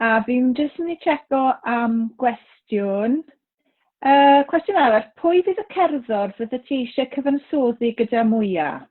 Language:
Welsh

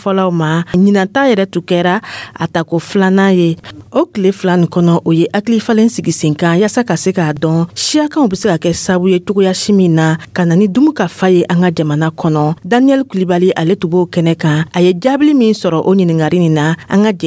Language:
Dyula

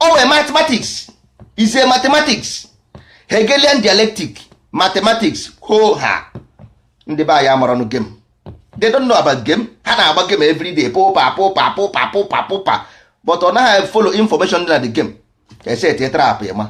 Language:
Igbo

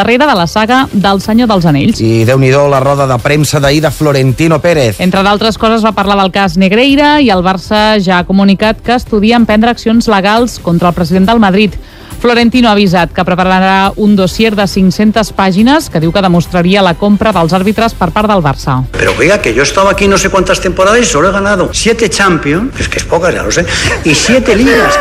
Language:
Catalan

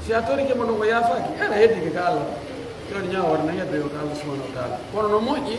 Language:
Pular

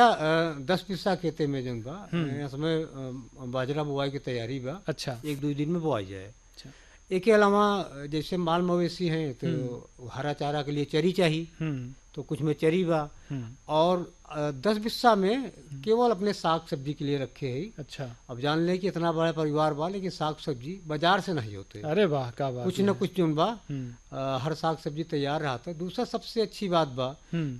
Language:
Bhojpuri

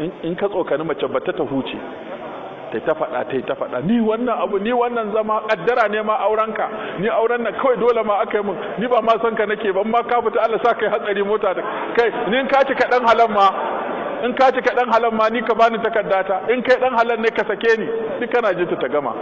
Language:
Hausa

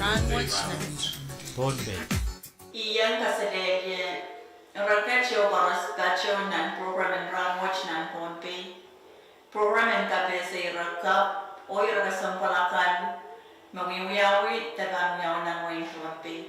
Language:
Pohnpeian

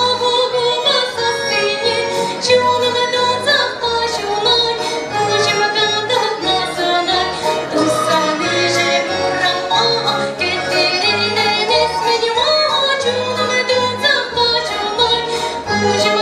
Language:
Chuvash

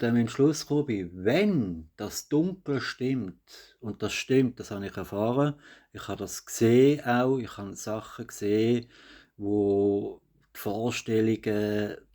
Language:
Swiss German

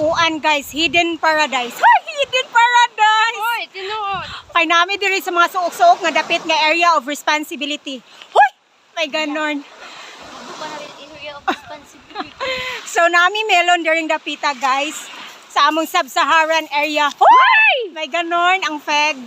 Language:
Cebuano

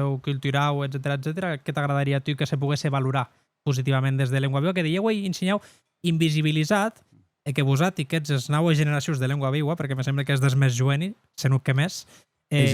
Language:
Occitan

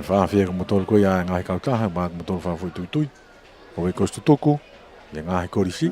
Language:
Tongan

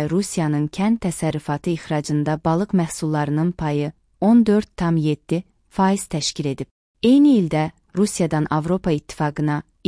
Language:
Azerbaijani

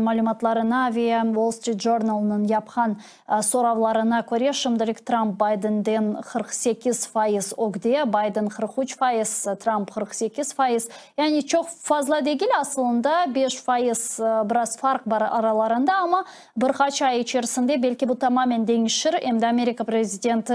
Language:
Crimean Tatar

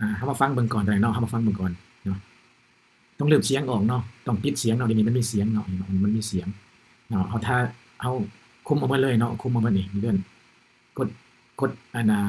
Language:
Lao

